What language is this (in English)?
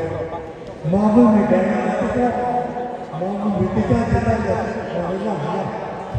Lahu